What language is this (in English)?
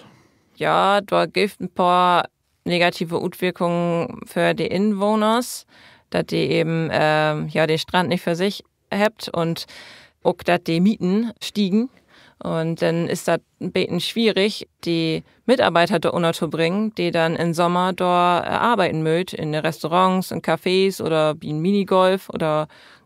Low German